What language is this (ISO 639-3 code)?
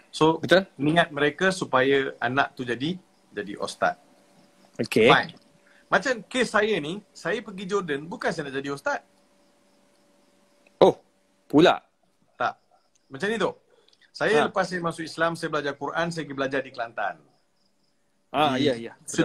msa